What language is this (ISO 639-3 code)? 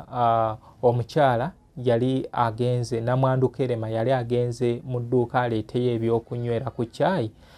lug